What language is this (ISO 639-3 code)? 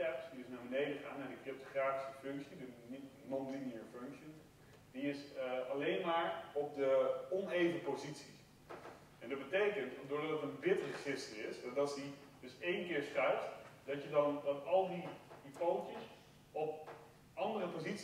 nld